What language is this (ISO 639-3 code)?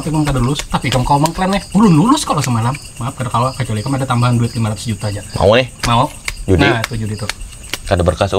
bjn